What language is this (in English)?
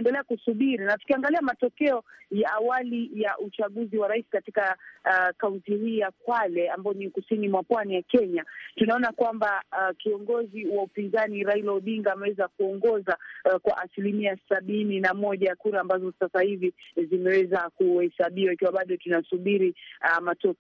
Swahili